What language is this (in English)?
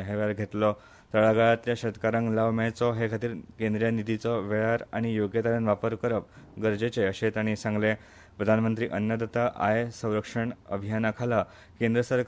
Konkani